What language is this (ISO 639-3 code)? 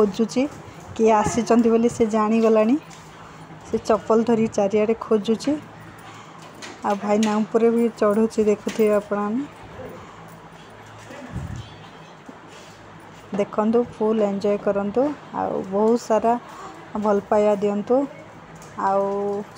ori